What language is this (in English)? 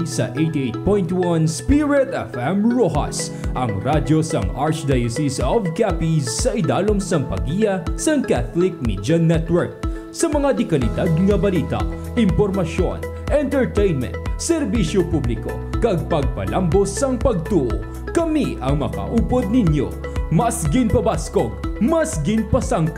Hiligaynon